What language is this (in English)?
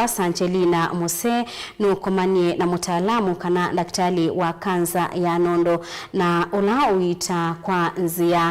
Kamba